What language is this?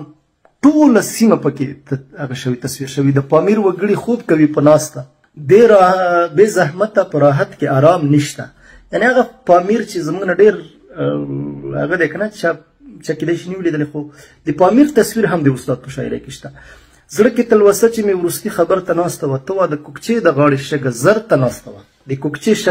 Pashto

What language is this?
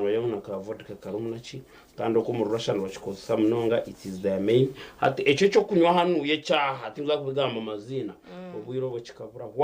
Nyankole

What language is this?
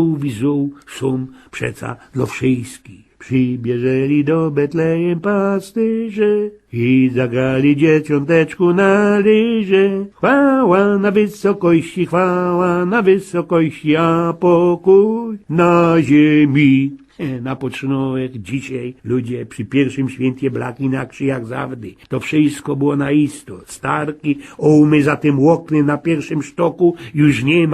Silesian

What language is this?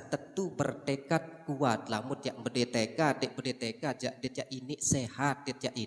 Sasak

